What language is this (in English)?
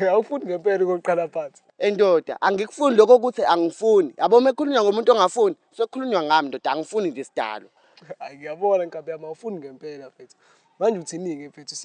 Zulu